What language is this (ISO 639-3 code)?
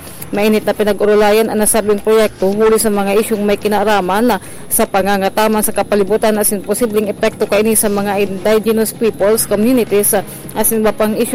bik